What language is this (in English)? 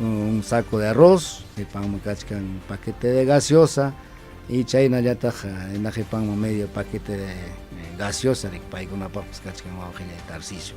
Ayacucho Quechua